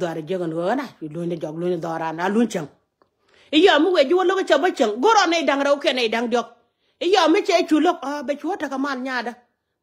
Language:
Nuer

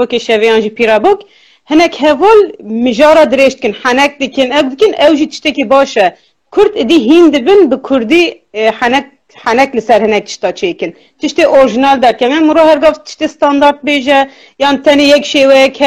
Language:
Kurdish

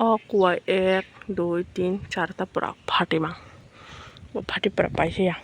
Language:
Kok Borok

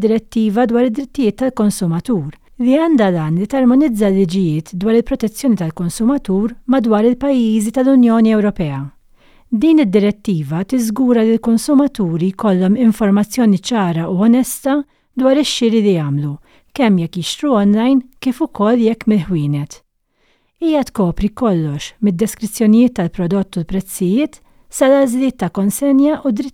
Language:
Maltese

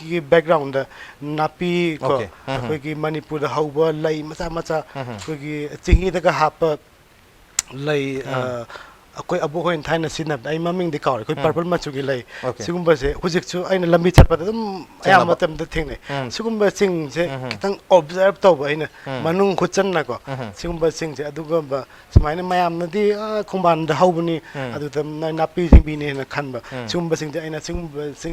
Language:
Manipuri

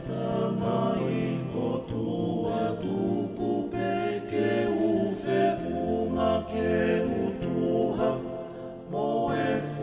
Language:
Tongan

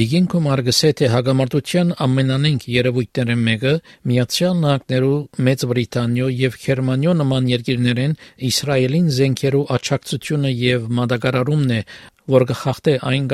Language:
Armenian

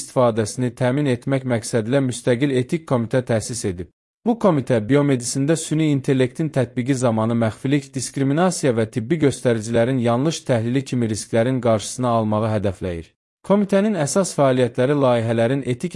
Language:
Azerbaijani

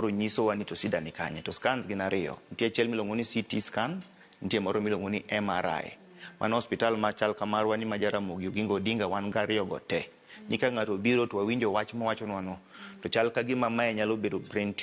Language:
Luo (Kenya and Tanzania)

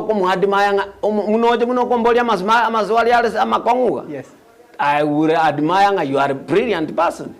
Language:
Gusii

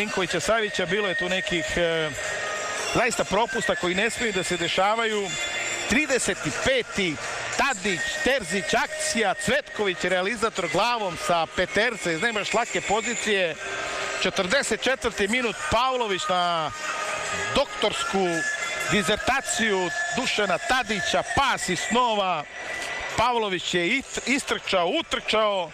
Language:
Serbian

